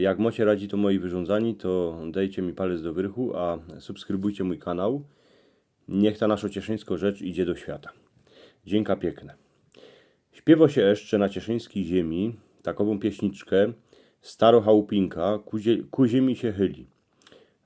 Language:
Silesian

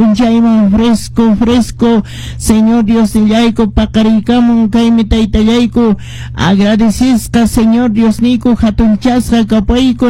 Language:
Quechua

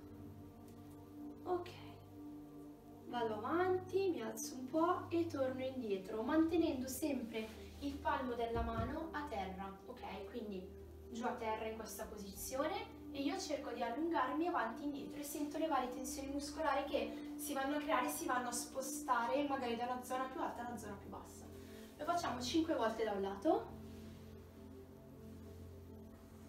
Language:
Italian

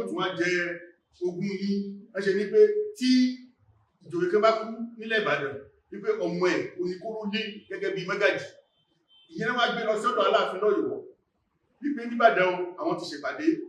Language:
Yoruba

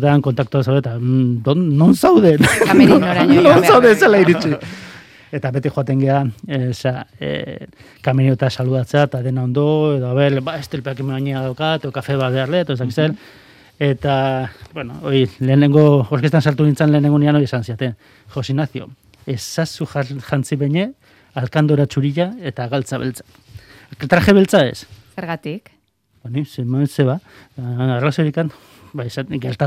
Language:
Basque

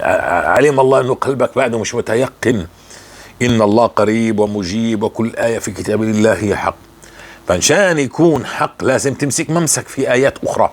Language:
North Levantine Arabic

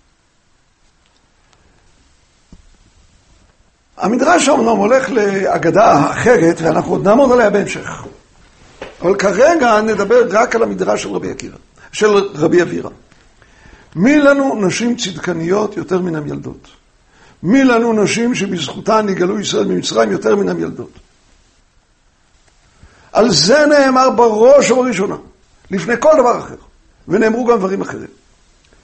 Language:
Hebrew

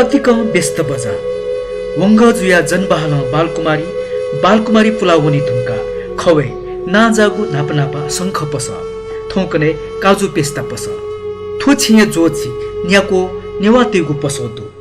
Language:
Newari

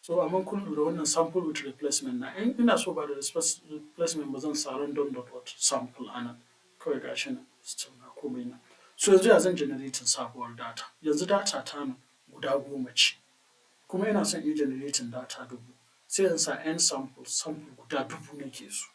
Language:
Hausa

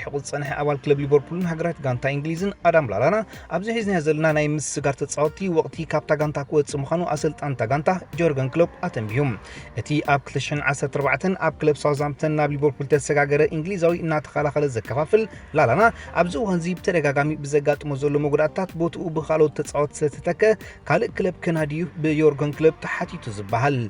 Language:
Tigrinya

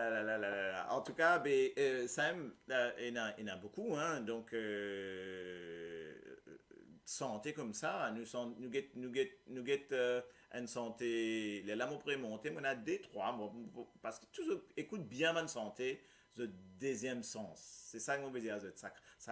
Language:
Morisyen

